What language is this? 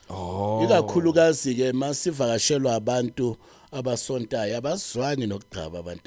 Zulu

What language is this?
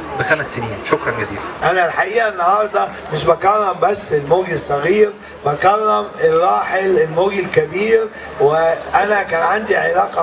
Egyptian Arabic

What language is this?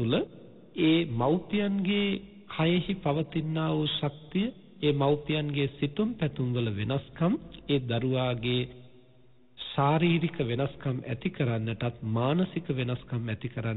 Sinhala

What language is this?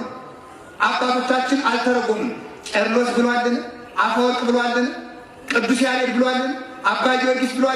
Amharic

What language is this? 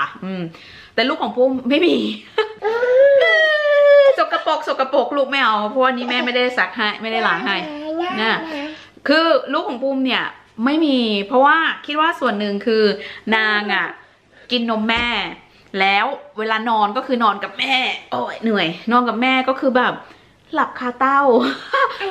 Thai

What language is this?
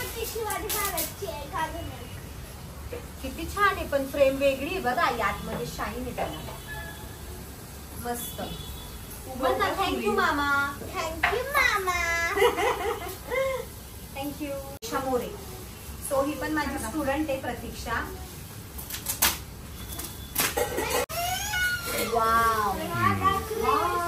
Marathi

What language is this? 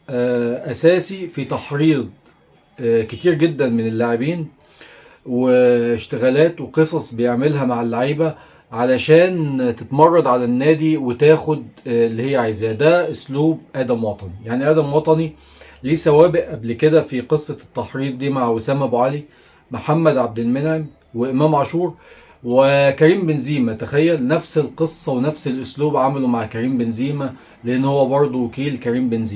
Egyptian Arabic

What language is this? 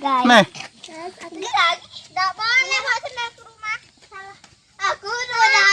Musi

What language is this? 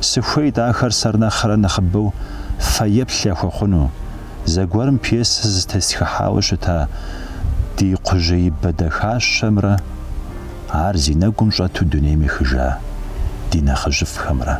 Kabardian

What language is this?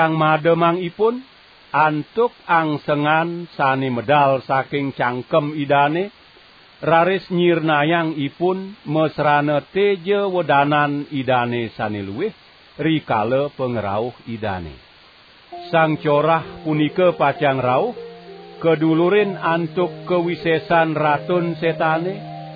Balinese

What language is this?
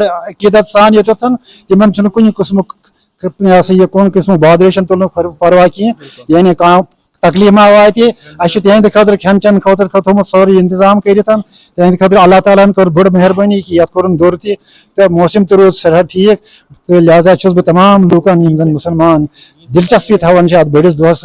Kashmiri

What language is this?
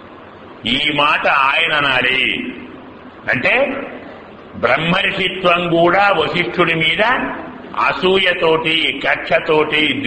Telugu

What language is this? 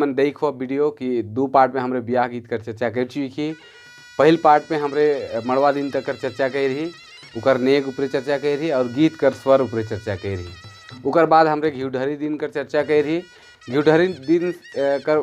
Sadri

